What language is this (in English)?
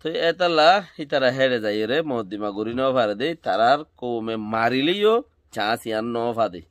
Rohingya